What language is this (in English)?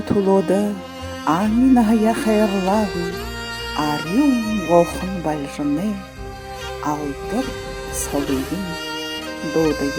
Buriat